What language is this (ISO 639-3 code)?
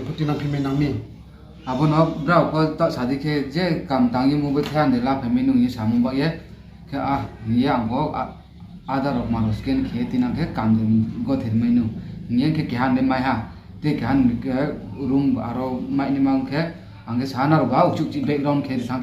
ria